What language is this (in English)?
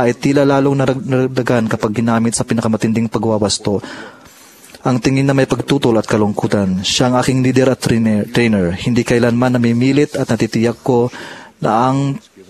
Filipino